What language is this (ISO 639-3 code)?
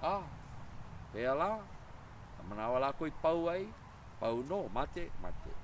haw